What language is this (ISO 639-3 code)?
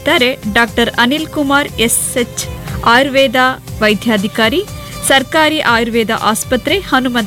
kan